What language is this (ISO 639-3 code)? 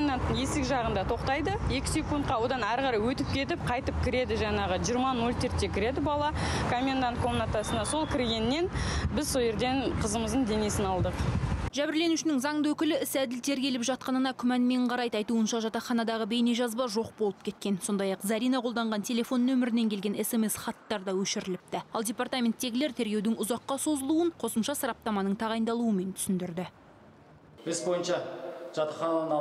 kaz